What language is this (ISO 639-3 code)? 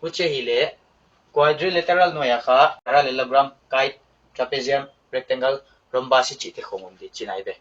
pck